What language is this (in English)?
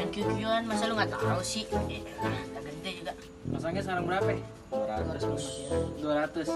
Betawi